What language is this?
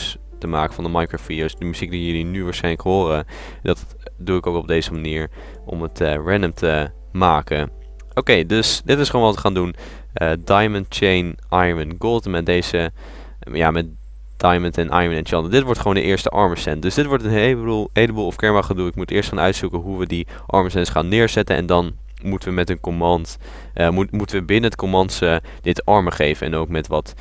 Dutch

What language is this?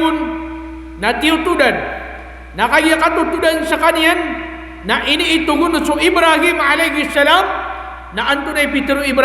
Maranao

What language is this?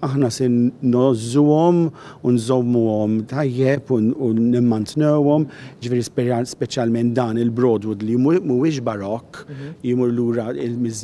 Maltese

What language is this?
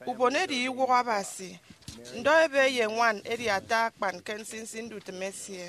Efik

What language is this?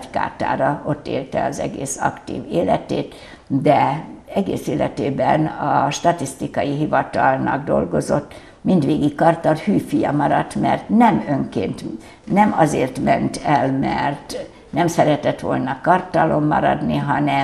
Hungarian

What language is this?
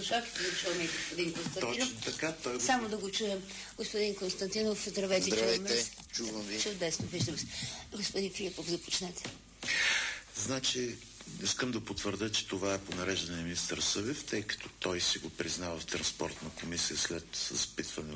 Bulgarian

